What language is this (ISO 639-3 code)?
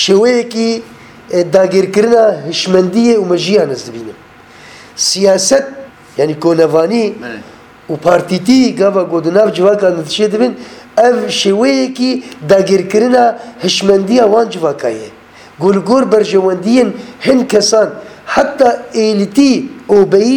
kur